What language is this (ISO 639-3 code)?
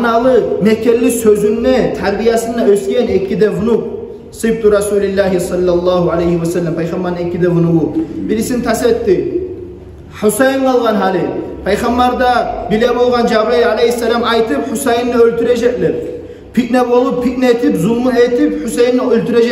kum